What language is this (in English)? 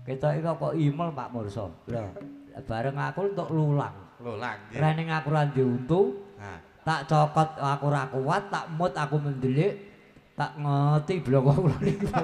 Javanese